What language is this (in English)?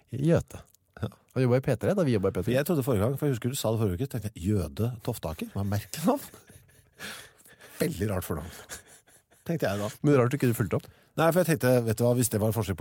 Norwegian